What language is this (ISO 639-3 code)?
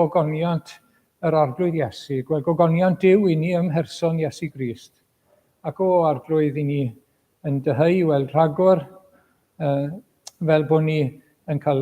cym